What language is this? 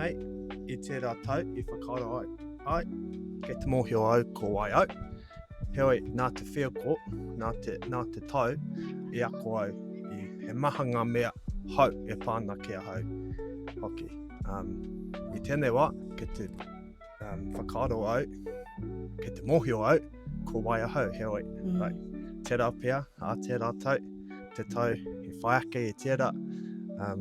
Māori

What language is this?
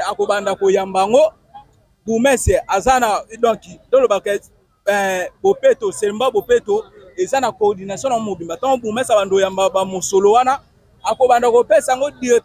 Lingala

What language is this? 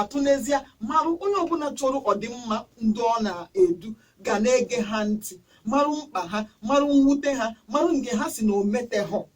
Igbo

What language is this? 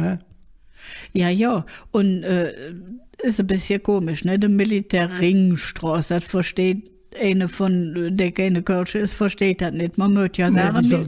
Colognian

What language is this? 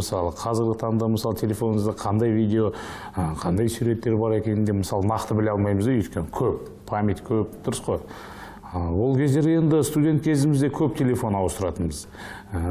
Kazakh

